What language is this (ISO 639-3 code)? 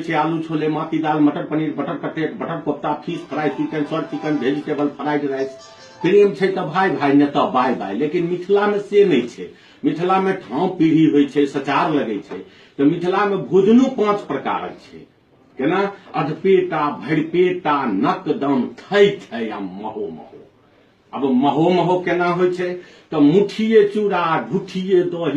mai